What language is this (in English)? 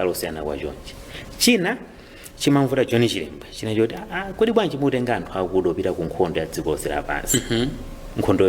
Nyanja